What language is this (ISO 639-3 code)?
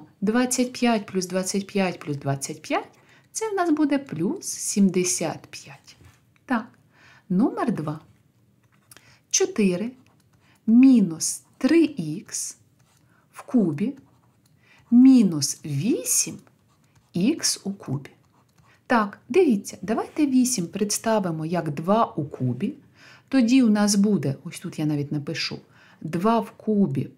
ukr